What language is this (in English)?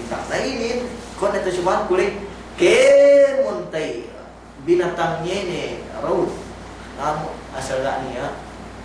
Yakan